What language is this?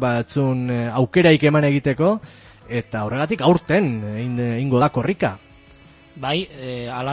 Basque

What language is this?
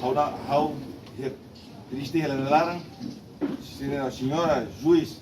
Tetum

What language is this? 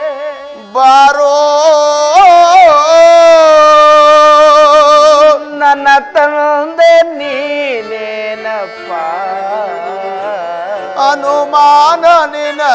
Kannada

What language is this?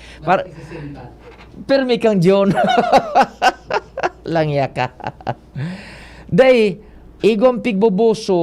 Bikol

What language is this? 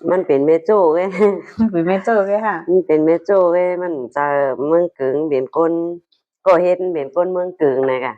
Shan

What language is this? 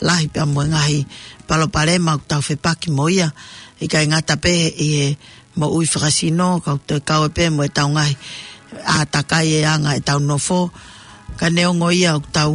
Tongan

